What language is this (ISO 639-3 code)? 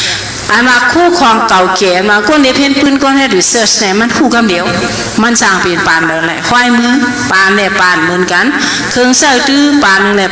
shn